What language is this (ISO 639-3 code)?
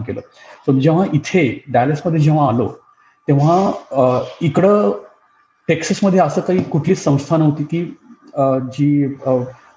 mar